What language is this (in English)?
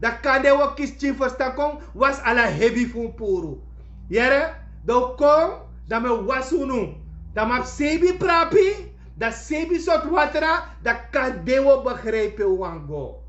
Sranan Tongo